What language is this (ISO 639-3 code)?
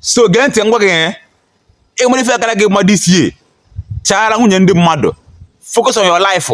ibo